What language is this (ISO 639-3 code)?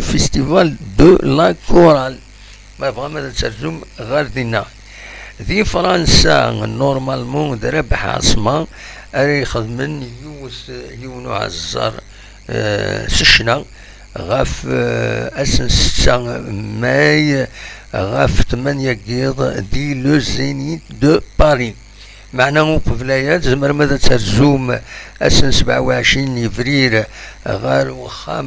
kab